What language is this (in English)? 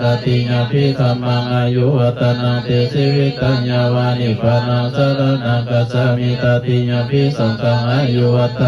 Pali